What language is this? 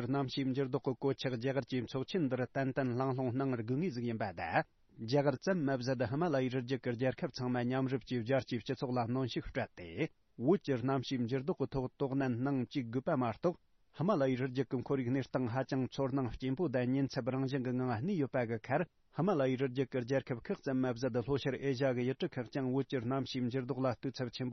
Tibetan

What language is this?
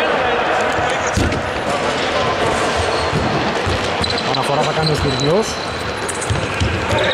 Greek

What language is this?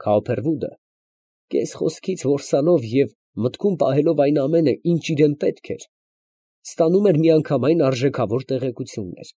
Armenian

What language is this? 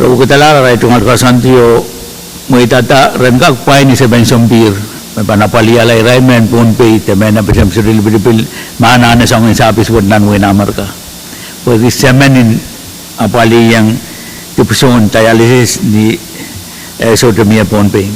Pohnpeian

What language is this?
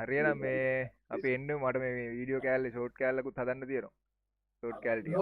Sinhala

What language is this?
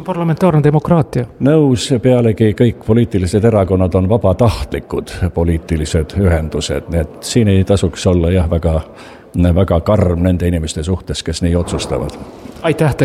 Estonian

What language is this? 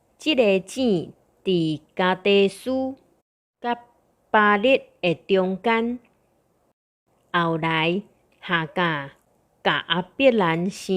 Min Nan Chinese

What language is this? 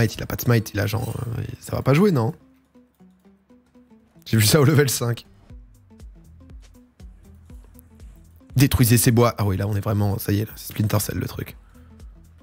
French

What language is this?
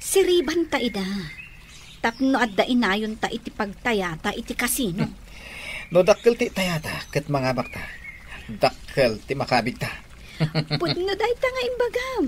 Iloko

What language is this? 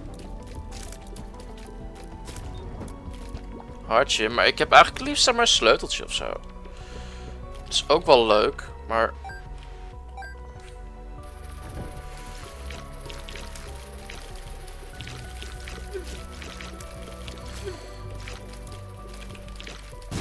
Dutch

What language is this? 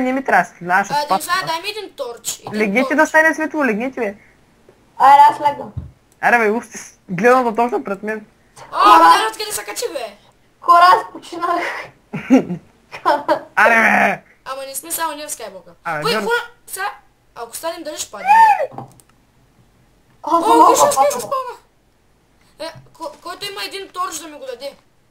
Bulgarian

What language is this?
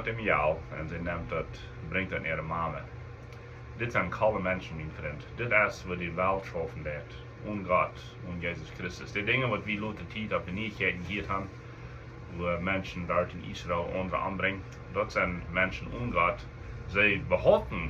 Plautdietsch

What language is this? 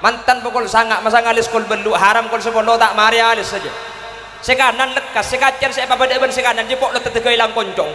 Madurese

